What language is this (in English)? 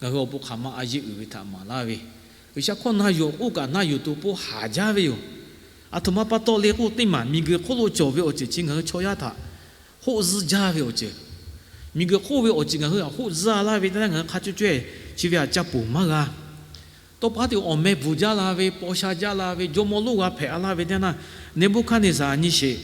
Lahu